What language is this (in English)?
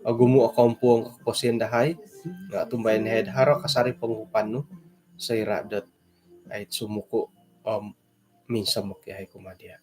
Central Dusun